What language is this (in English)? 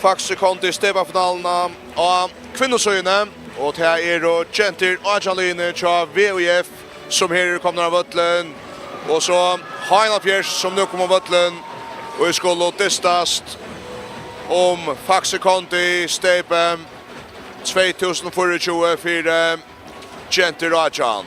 Faroese